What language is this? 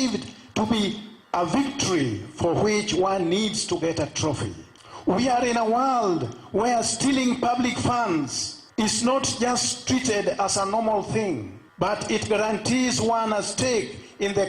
Luo (Kenya and Tanzania)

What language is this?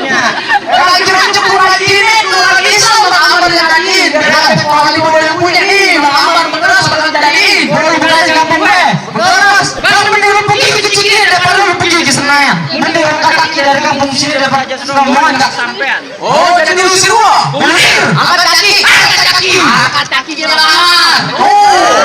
Betawi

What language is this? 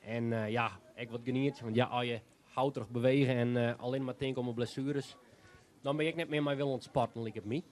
Western Frisian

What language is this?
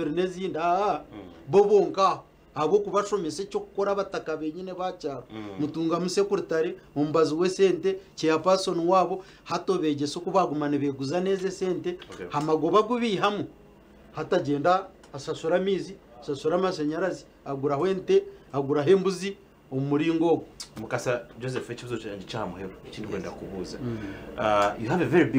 Nyankole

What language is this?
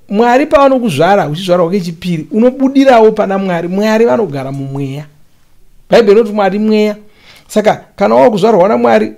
Shona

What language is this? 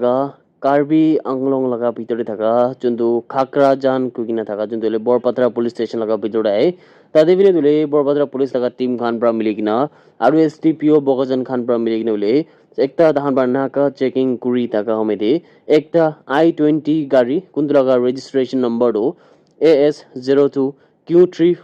Naga Pidgin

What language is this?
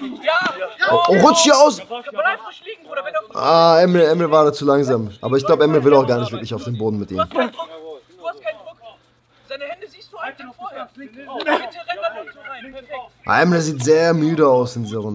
German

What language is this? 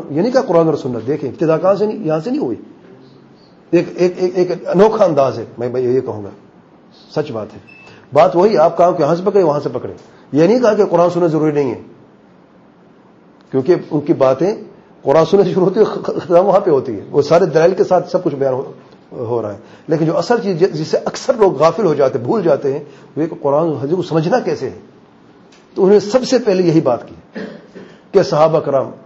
Urdu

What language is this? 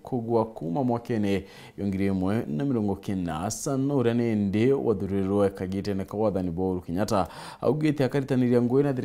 Meru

